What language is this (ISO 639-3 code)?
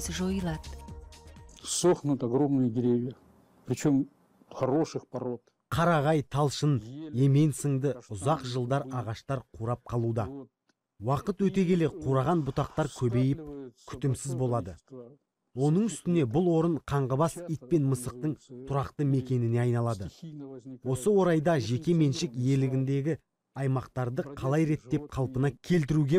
kaz